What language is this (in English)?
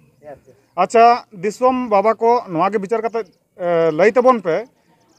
Santali